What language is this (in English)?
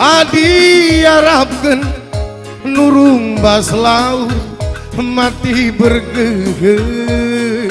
Batak Karo